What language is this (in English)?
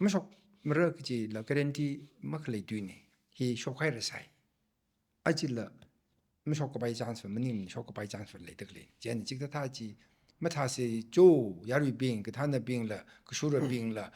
Tangkhul Naga (India)